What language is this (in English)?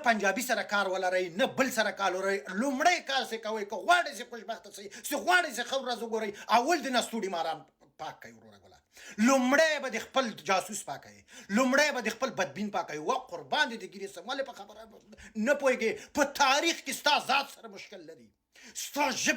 Pashto